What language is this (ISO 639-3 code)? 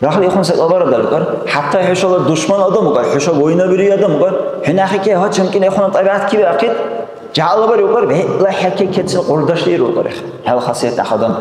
dar